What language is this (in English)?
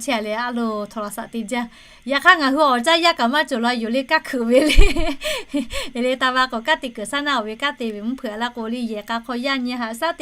Lahu